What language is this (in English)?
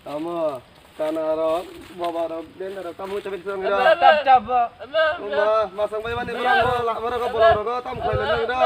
Kok Borok